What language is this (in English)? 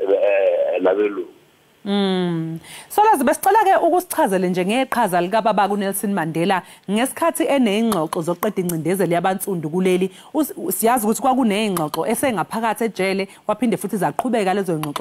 Zulu